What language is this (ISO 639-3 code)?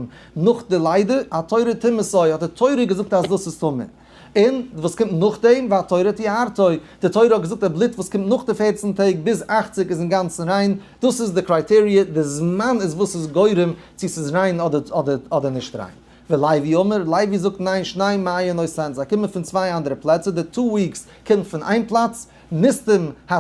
yid